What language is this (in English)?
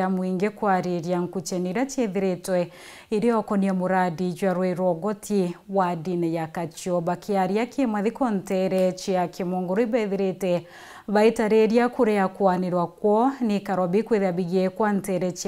Meru